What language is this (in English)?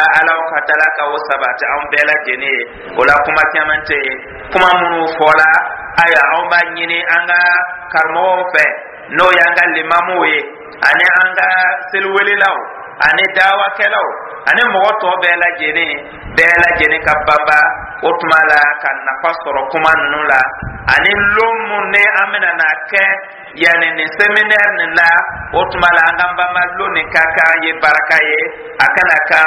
Dyula